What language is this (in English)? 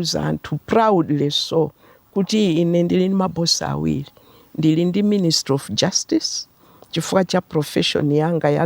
Nyanja